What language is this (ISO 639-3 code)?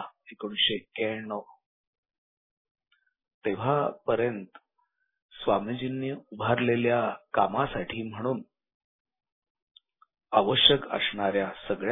mar